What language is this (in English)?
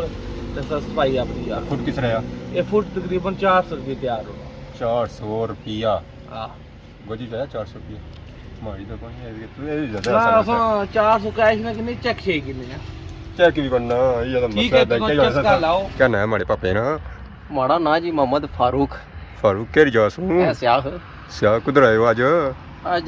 Pahari-Potwari